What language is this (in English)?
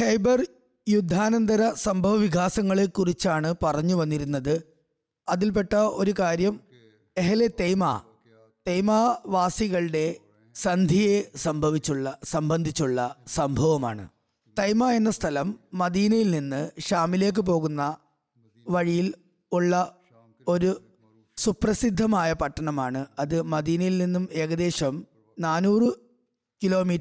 Malayalam